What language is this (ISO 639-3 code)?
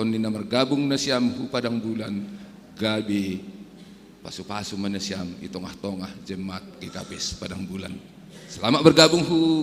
bts